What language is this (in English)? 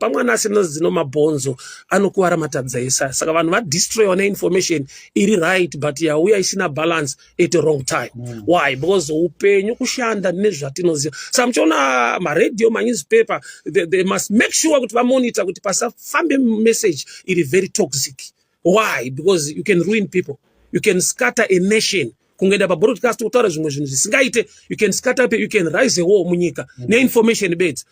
Shona